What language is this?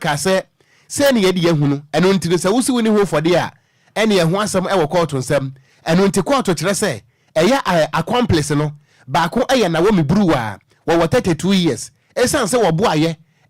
Akan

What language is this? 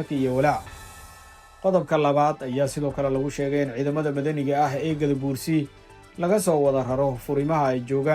Somali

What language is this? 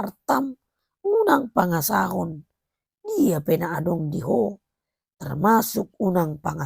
Batak Toba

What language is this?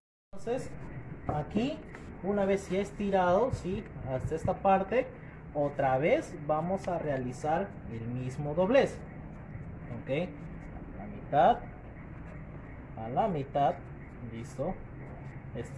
Spanish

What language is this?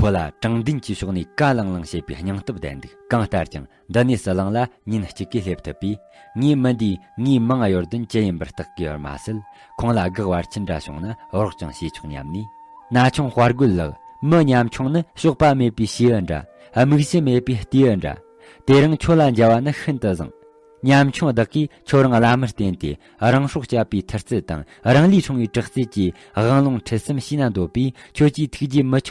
Tibetan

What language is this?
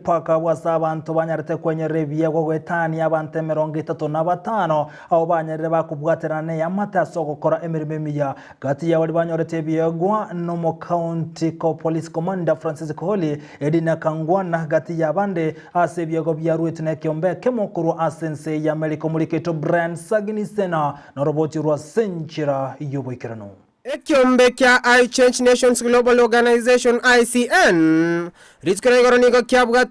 Gusii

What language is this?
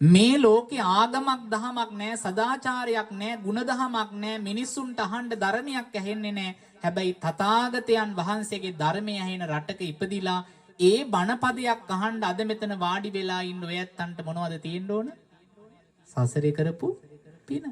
Sinhala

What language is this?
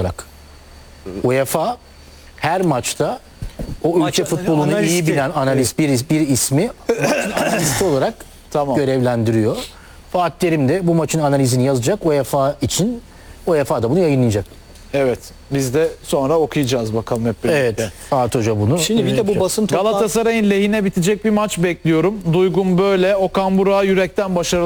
Turkish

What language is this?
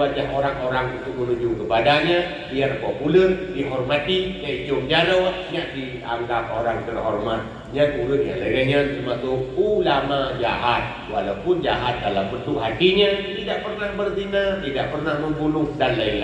Achinese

